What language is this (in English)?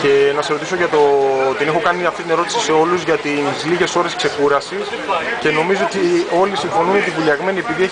Greek